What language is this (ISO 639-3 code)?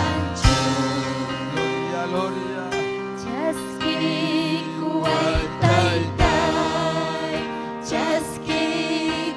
quy